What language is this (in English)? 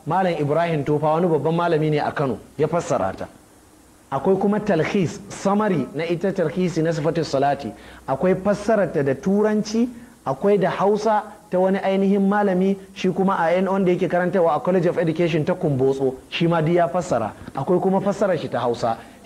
Hausa